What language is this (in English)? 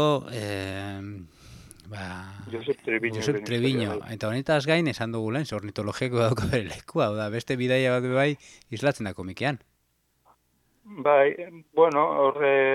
Basque